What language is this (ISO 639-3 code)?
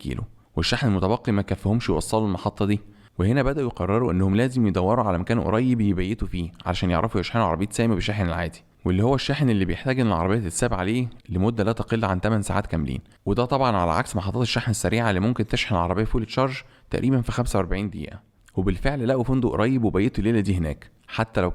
arz